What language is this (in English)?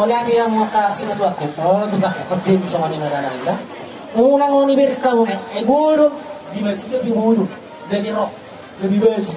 Batak Toba